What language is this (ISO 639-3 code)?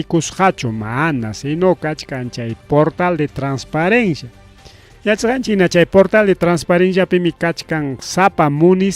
quy